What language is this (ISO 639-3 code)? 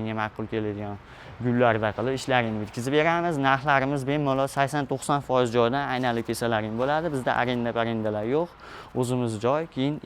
uzb